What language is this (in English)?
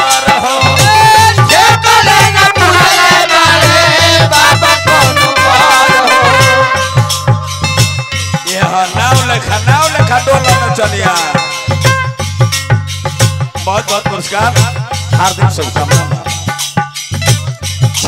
Bhojpuri